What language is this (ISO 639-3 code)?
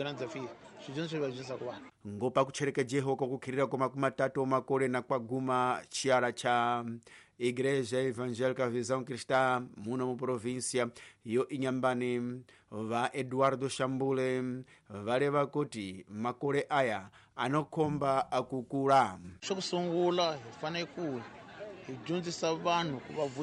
tso